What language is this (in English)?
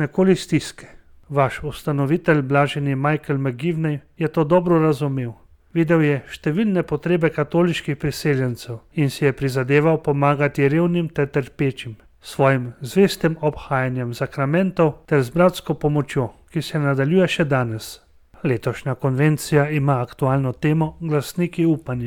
Slovenian